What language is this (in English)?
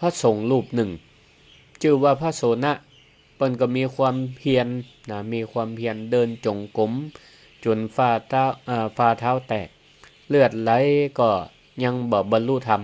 Northern Thai